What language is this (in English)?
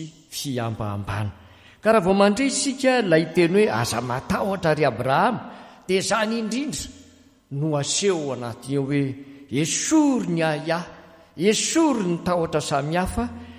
Malagasy